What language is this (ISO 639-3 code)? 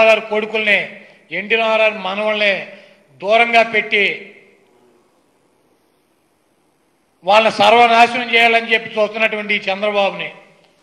tel